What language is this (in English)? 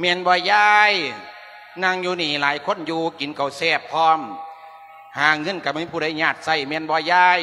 Lao